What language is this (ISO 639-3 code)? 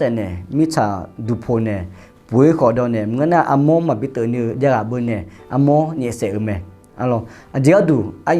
ahk